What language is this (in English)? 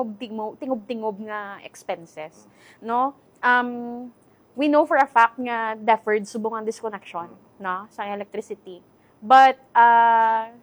Hiligaynon